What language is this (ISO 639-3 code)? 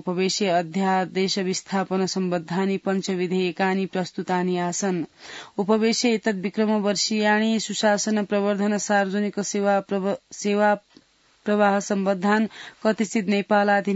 san